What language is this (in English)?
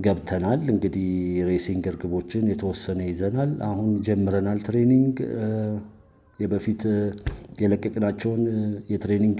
Amharic